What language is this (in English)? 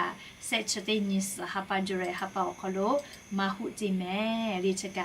Lahu